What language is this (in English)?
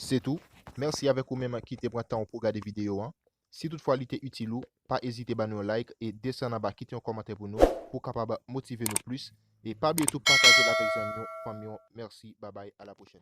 Haitian Creole